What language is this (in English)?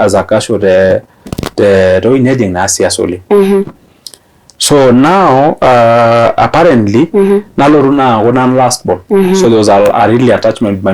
Masai